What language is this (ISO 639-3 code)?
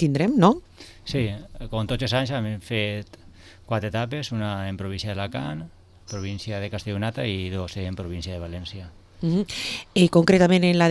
cat